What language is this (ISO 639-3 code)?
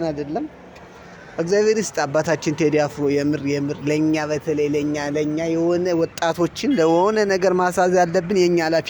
amh